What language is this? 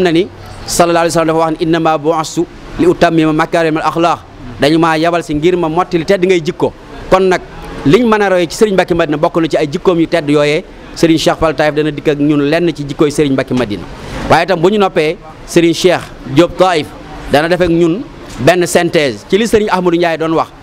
Wolof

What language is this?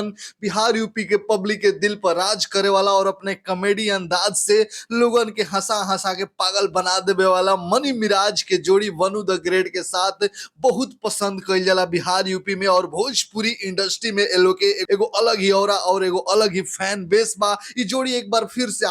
Bhojpuri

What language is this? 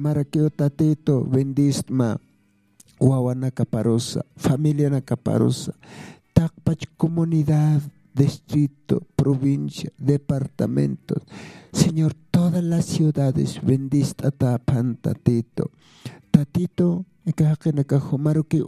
Aymara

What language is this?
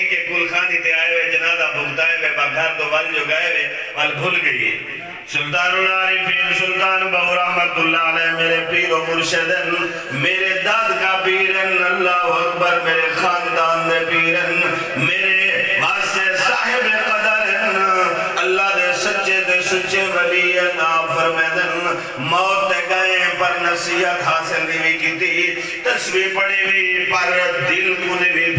Saraiki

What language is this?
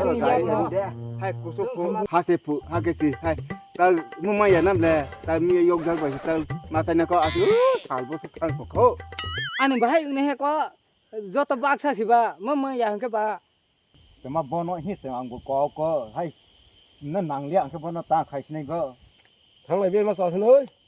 Kok Borok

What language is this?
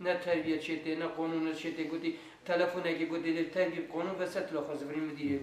Kurdish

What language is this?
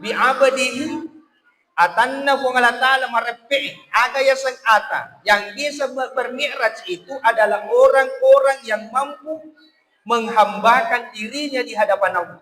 Buginese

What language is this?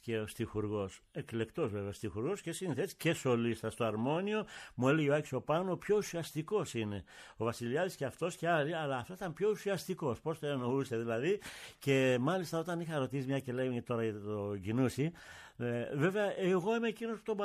Greek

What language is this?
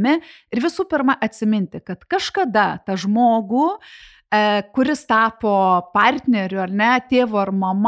Lithuanian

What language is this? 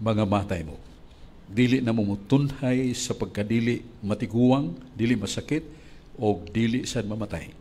Cebuano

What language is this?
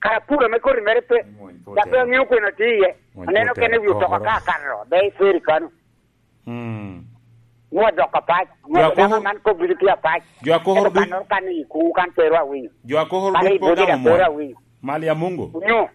Lango (Uganda)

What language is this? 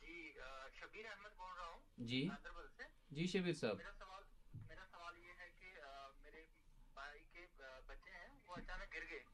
Kashmiri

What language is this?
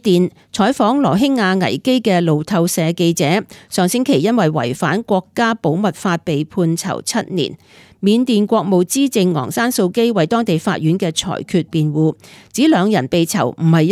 Cantonese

